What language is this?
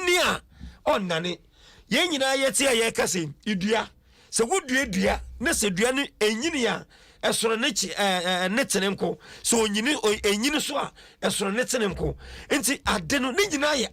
Akan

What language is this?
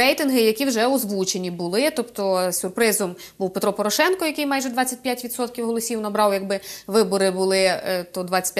Ukrainian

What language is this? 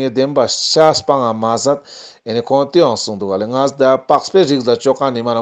Ladakhi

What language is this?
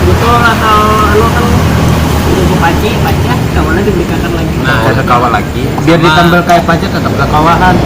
Banjar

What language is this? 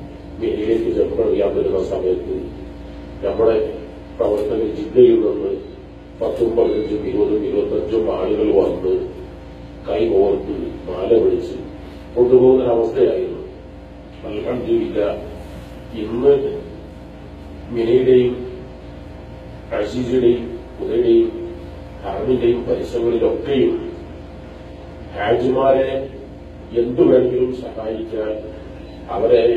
Malayalam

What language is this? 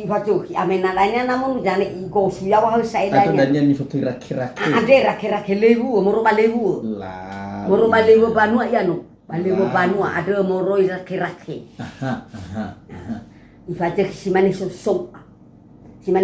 Nias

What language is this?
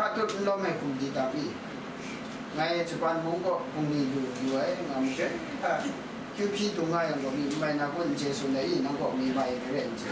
Kachin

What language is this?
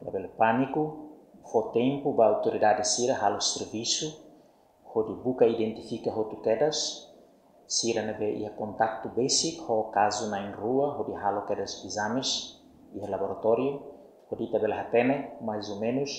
Tetum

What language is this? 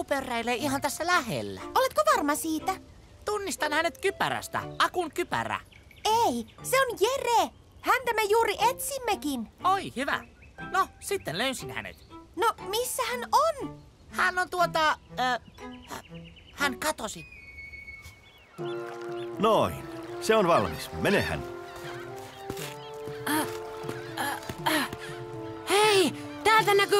Finnish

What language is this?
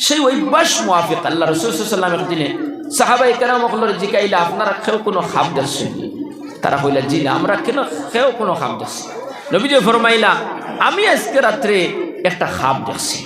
Sylheti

